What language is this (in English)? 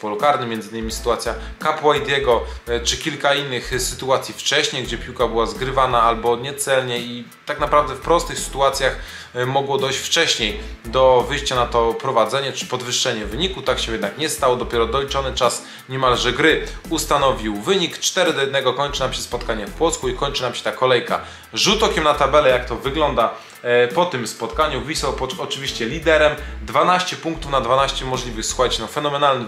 Polish